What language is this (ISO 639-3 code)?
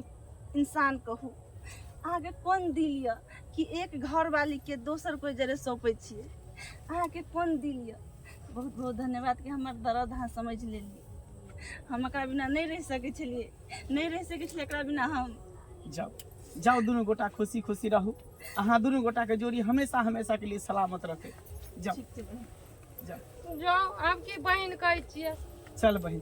mai